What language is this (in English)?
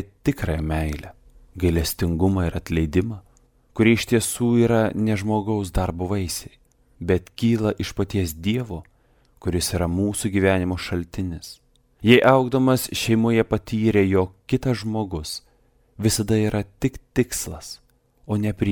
Lithuanian